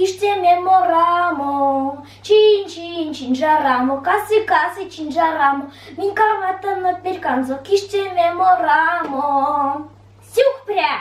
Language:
Erzya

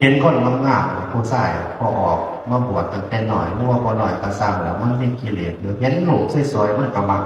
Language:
Northeastern Thai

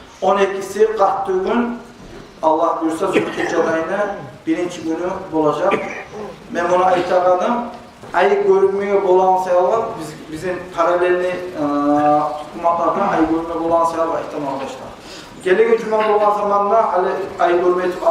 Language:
Kumyk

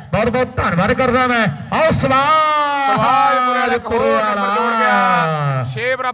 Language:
Punjabi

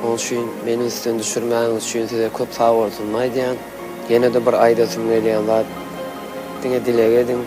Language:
Turkmen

